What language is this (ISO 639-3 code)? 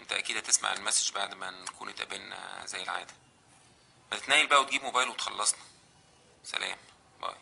arz